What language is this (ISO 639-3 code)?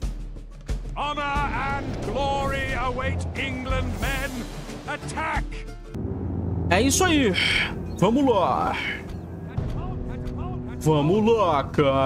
por